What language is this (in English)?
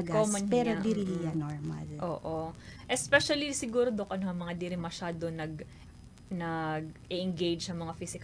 Waray